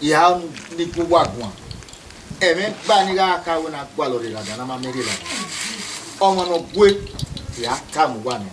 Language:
Bini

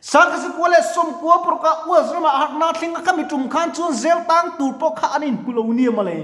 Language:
Mizo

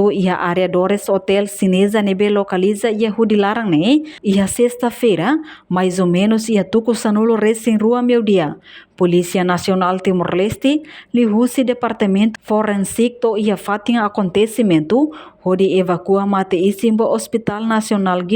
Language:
Tetum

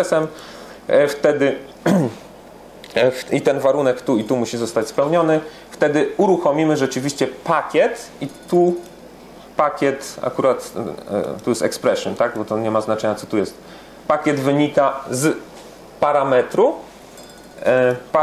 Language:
Polish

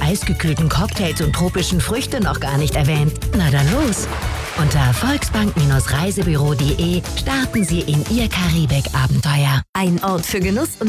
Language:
German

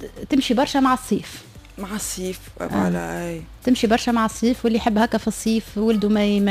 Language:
Tunisian Arabic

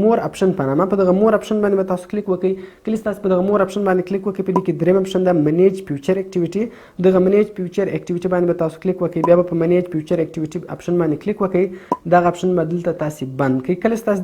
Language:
Pashto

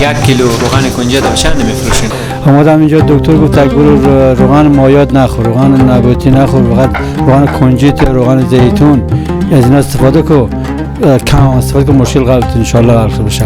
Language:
Persian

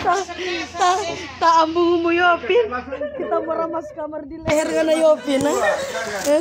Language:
Manado Malay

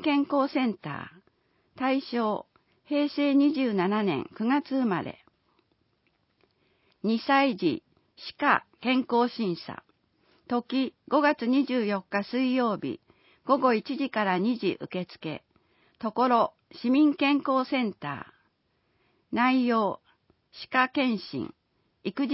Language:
Japanese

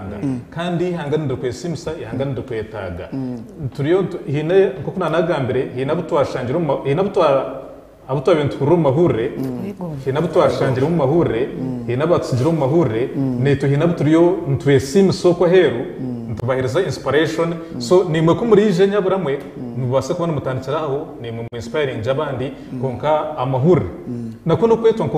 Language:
Nyankole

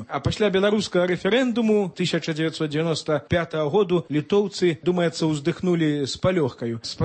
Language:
Belarusian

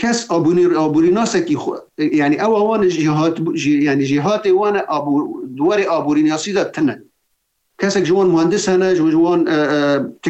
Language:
Kurdish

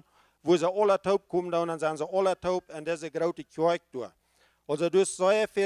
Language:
Plautdietsch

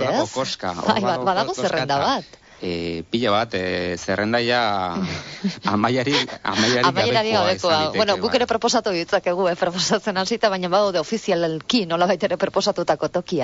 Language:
Basque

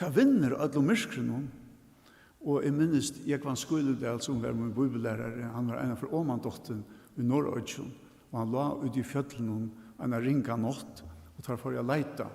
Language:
Faroese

